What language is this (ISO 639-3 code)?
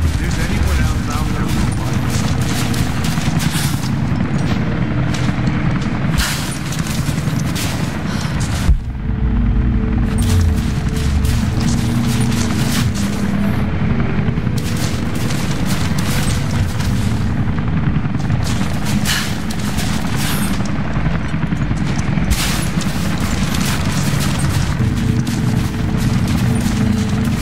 eng